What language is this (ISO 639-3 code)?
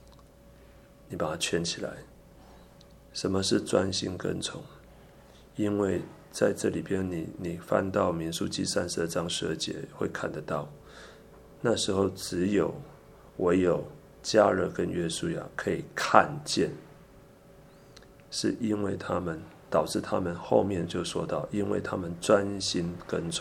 zho